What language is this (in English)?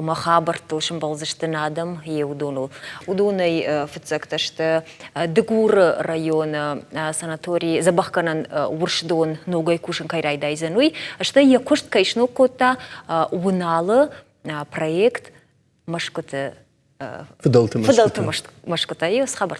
Ossetic